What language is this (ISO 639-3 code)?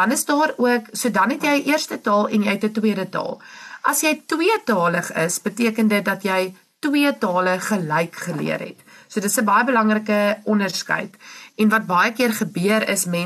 afr